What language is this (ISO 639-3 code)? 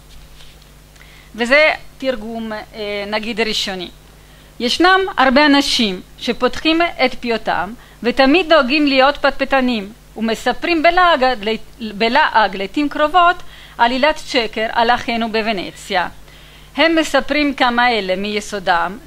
heb